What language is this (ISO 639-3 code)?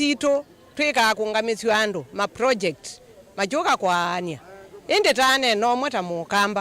kam